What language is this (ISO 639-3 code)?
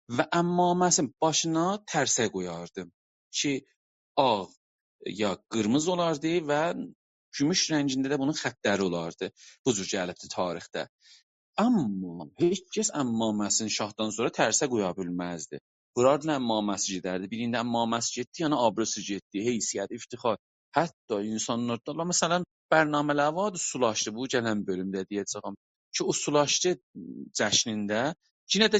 azb